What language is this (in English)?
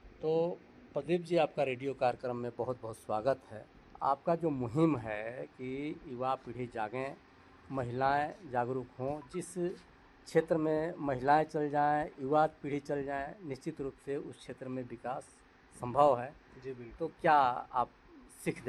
Hindi